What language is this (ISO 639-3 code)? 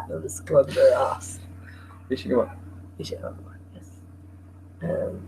gle